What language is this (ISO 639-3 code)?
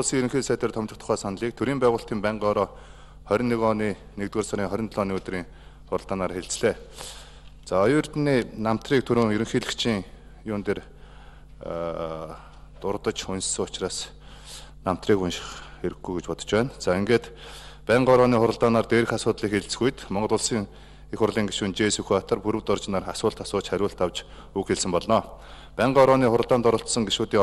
mon